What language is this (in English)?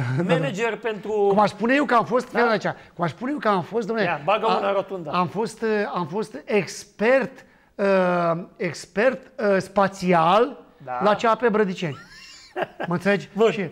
Romanian